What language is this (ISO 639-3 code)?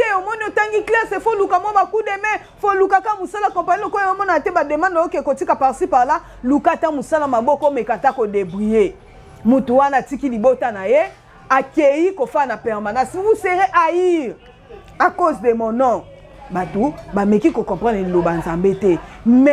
lin